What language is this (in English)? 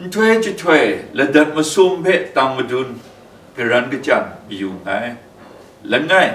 Kachin